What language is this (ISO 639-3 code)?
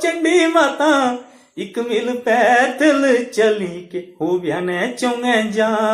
doi